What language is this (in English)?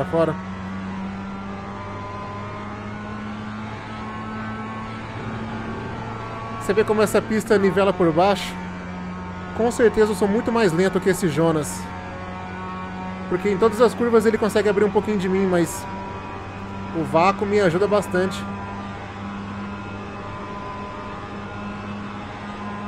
Portuguese